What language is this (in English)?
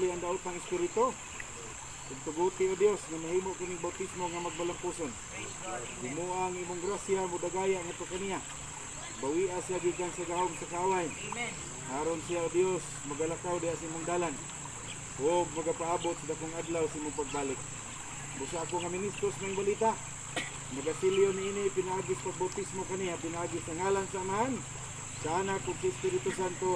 Cebuano